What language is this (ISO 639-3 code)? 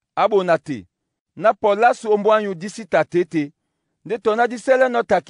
dua